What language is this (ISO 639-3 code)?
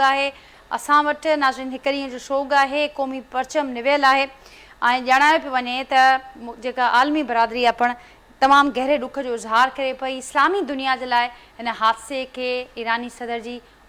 snd